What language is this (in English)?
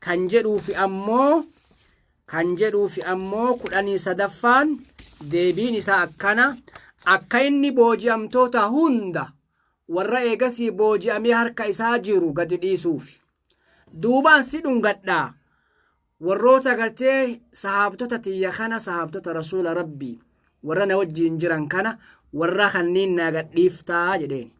Oromo